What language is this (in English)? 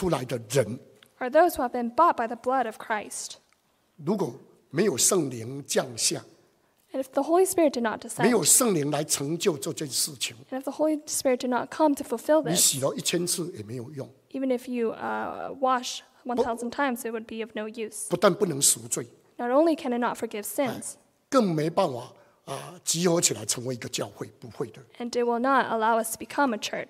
Chinese